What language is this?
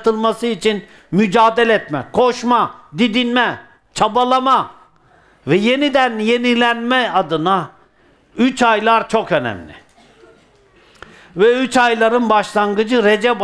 Turkish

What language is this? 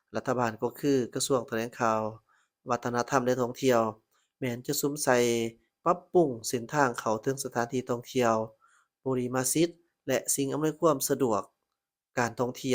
Lao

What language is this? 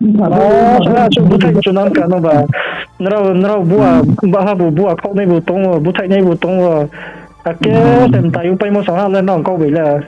Riang (India)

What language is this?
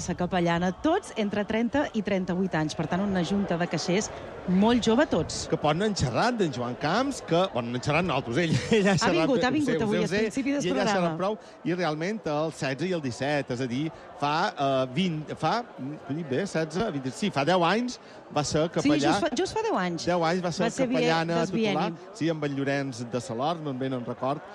Catalan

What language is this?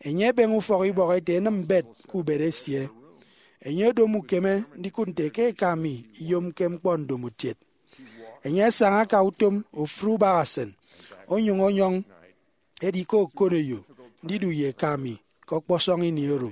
Efik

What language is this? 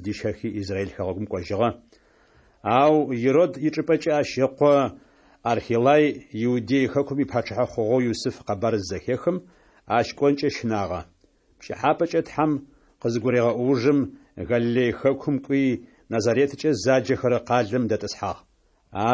Adyghe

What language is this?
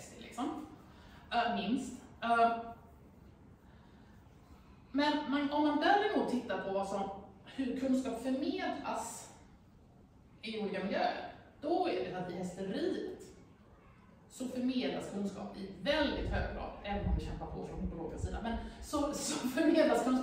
Swedish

